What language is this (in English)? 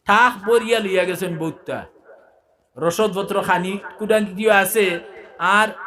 Sylheti